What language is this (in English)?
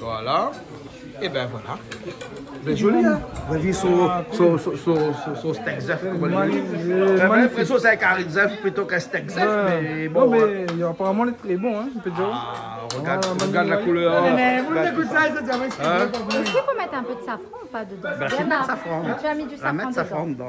Réunion Creole French